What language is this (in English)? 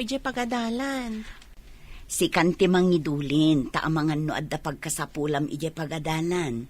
Iloko